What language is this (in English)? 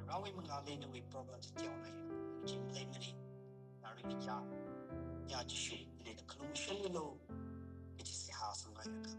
Tangkhul Naga (India)